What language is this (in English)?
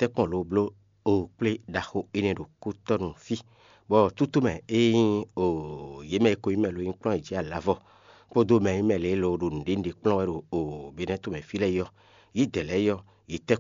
Fon